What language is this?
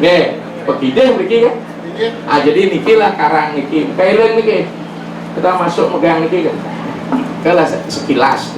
Balinese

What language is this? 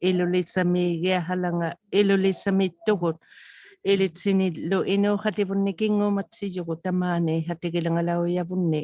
Inuktitut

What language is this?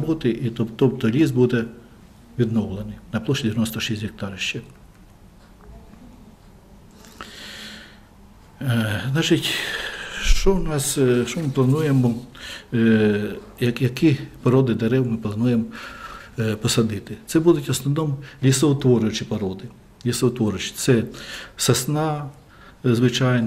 Ukrainian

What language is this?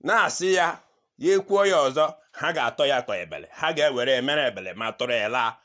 Igbo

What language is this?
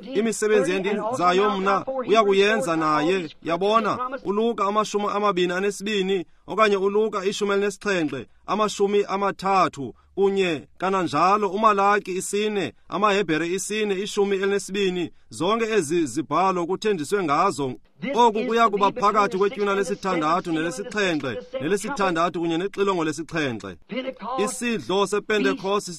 Xhosa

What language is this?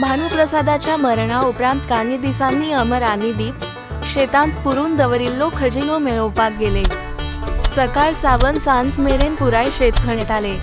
Konkani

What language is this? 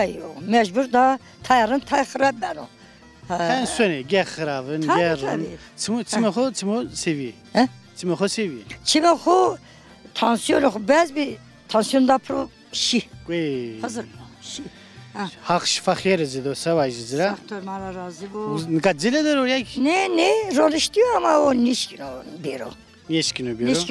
Zaza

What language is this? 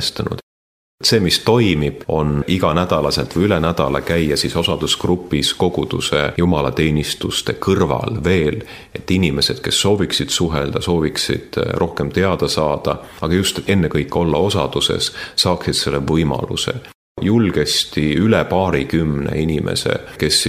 Estonian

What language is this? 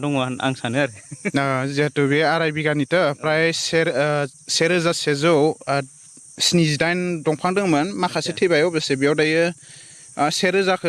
Bodo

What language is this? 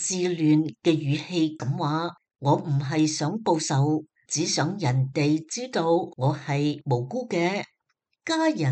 Cantonese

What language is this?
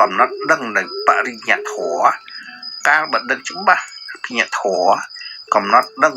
Khmer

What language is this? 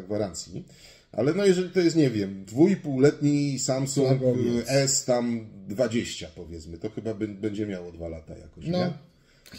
Polish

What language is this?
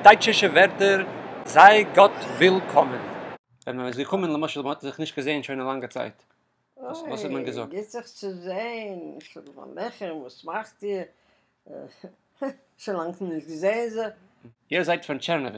Yiddish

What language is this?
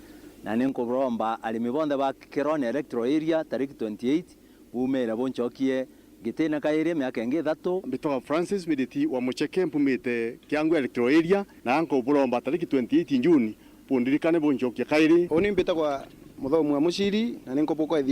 Meru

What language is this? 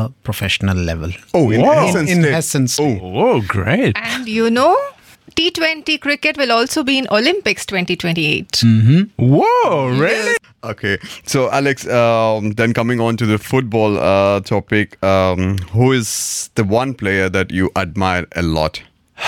English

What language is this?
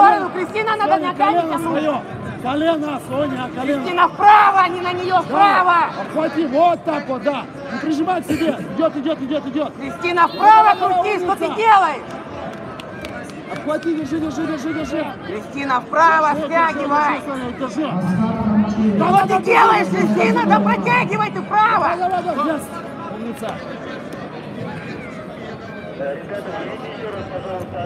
Russian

